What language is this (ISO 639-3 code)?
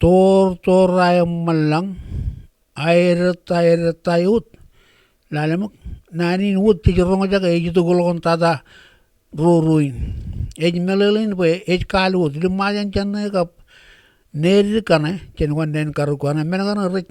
mah